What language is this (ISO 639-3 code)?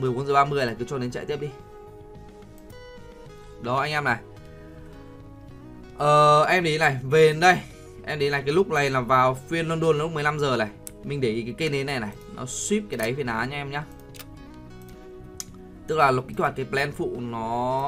vie